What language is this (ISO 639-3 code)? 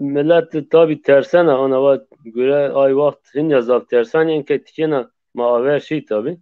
zza